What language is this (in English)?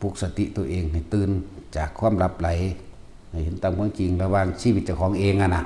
Northeastern Thai